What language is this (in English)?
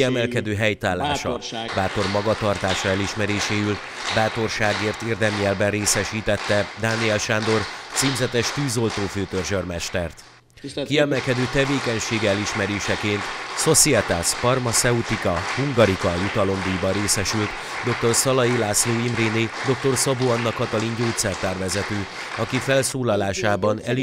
Hungarian